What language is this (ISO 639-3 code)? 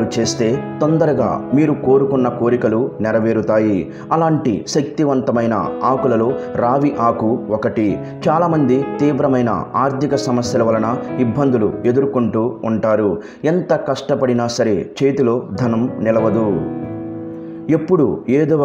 tel